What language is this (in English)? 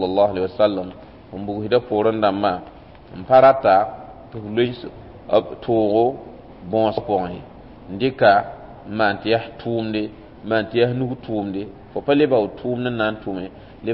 Mossi